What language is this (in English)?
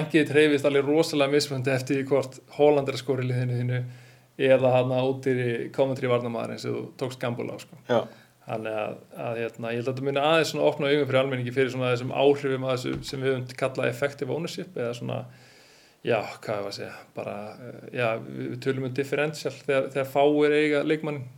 Icelandic